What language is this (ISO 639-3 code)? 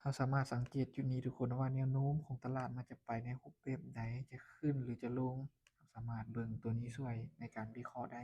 lao